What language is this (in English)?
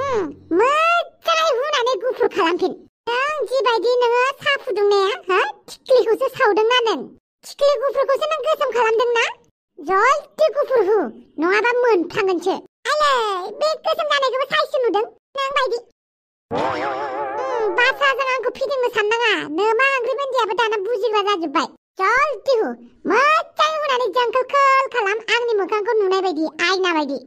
Bodo